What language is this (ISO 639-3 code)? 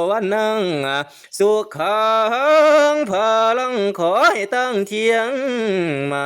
tts